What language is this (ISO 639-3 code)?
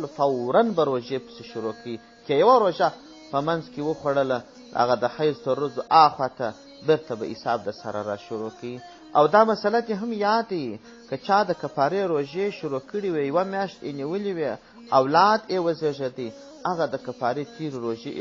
pus